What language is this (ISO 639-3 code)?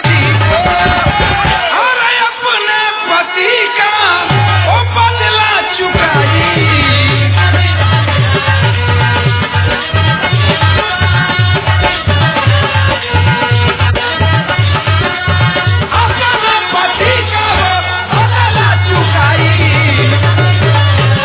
bho